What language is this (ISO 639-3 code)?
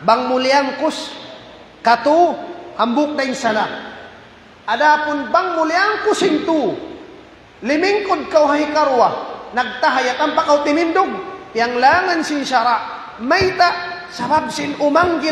tsg